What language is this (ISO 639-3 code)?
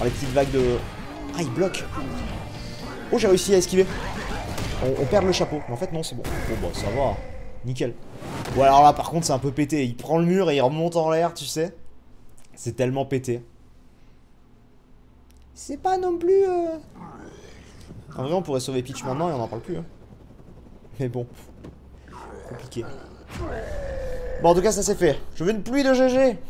fra